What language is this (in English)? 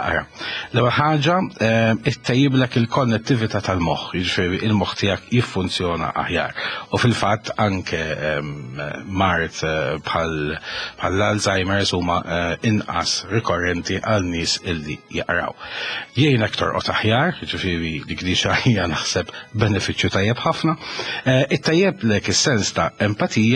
Maltese